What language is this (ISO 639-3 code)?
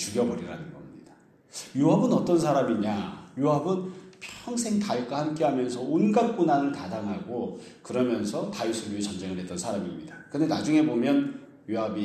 kor